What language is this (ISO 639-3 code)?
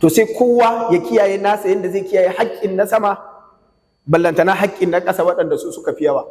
hau